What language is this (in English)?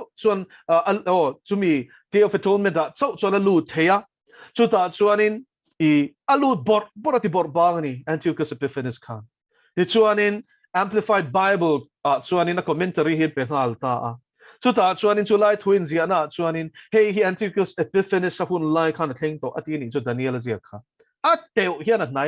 Mizo